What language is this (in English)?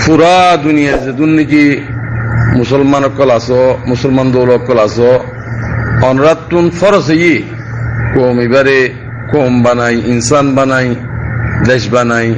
Rohingya